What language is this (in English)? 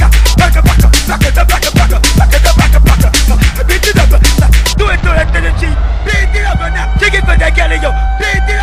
English